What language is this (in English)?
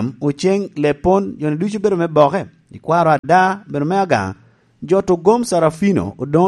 Lango (Uganda)